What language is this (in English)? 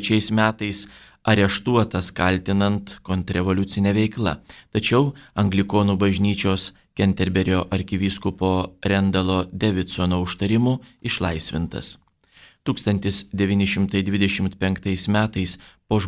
Lithuanian